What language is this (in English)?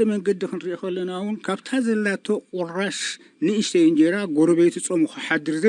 Tigrinya